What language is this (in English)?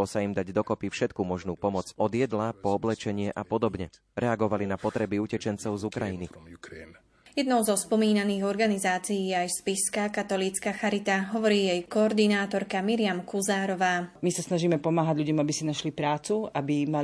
Slovak